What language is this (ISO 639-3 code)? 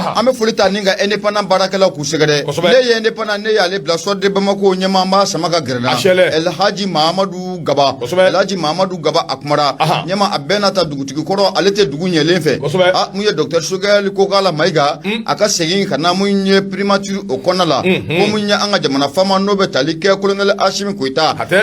bam